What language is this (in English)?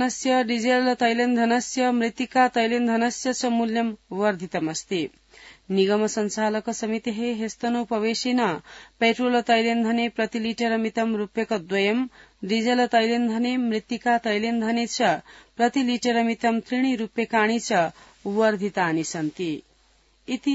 Sanskrit